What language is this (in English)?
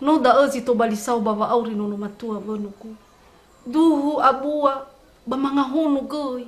Nias